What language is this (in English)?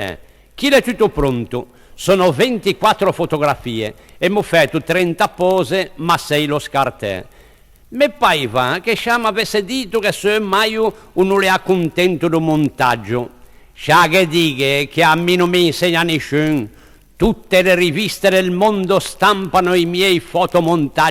Ligurian